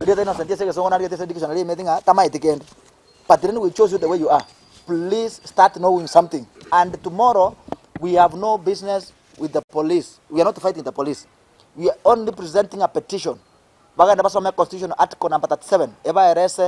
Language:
Gusii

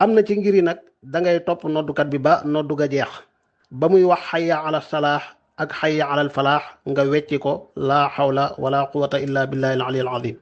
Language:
Wolof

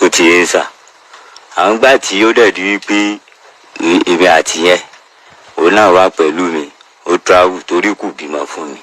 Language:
Yoruba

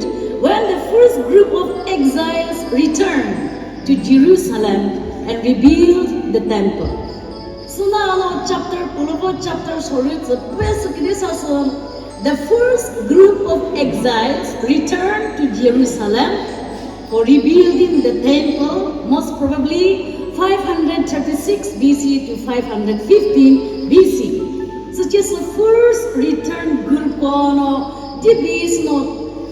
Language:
Chokri Naga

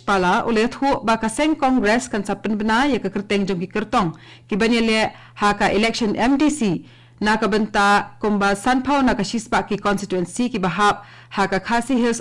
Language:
Khasi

